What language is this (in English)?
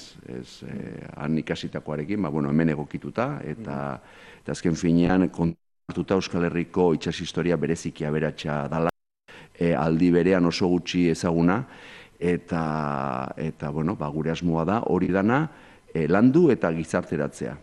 Basque